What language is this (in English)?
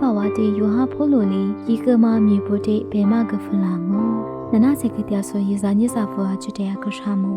Lisu